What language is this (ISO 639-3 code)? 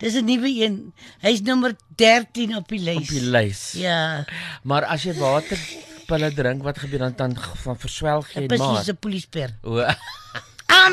afr